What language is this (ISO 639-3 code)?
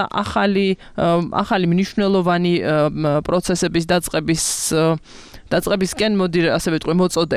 kat